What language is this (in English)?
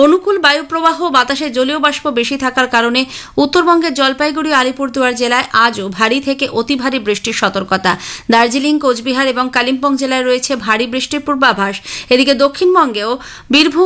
Bangla